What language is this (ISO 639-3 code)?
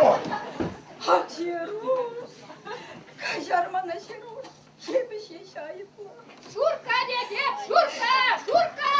chv